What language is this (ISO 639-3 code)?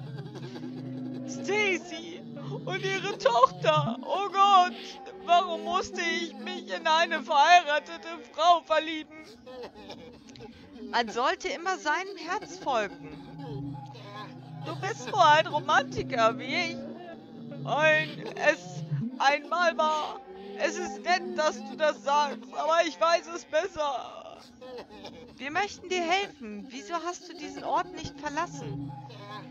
deu